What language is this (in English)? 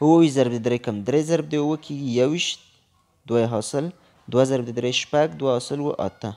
Pashto